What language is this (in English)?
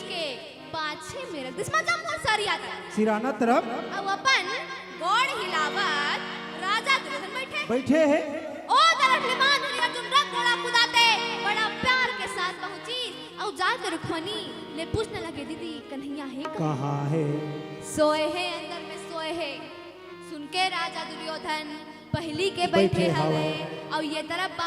Chhattisgarhi